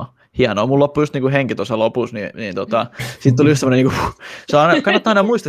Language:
Finnish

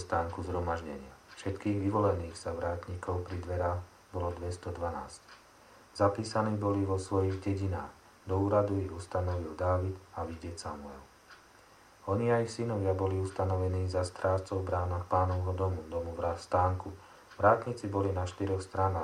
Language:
Slovak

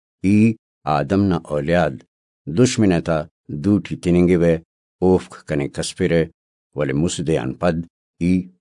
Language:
Brahui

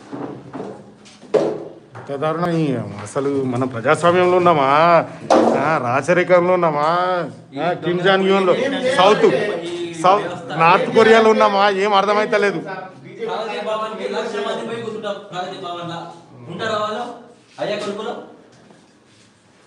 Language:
Telugu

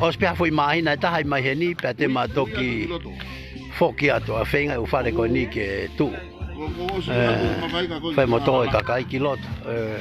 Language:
Tongan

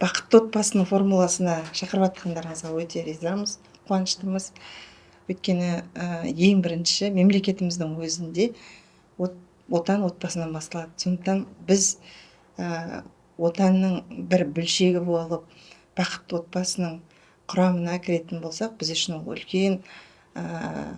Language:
Kazakh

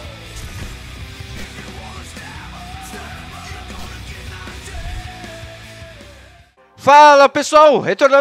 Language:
Portuguese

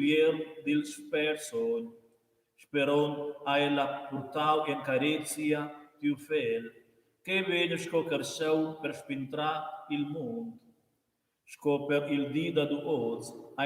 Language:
Romansh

